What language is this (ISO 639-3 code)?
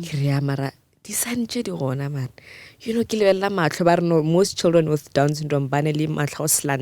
nso